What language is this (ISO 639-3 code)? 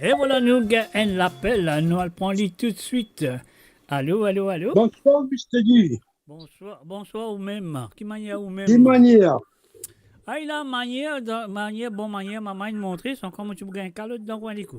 mfe